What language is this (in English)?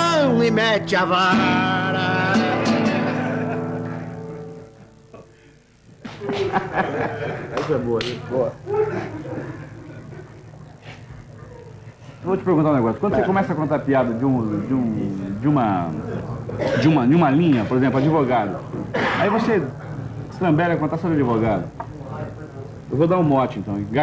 Portuguese